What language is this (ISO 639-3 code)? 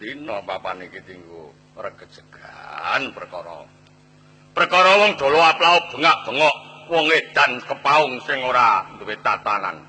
jav